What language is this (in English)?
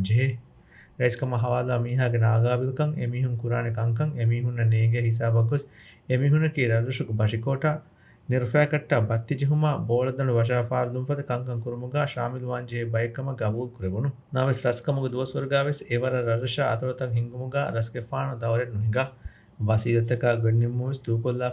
Divehi